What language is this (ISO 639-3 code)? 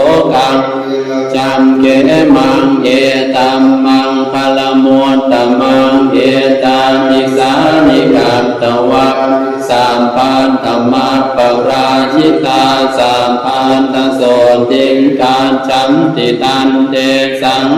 pli